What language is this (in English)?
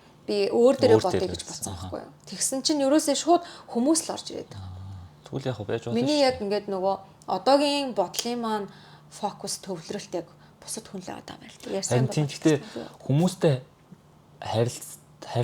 Mongolian